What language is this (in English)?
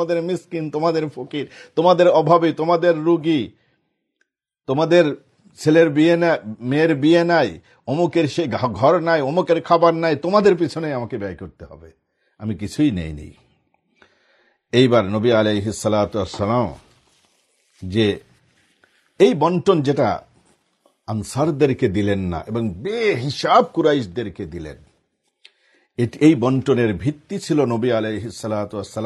Bangla